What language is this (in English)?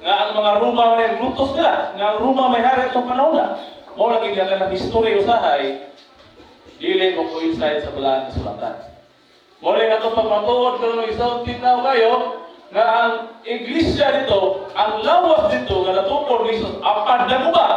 Cebuano